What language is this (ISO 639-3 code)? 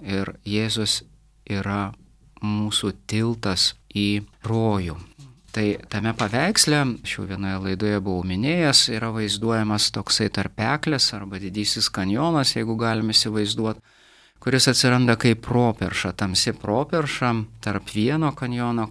lit